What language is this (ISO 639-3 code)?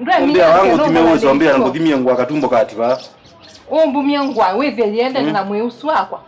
kam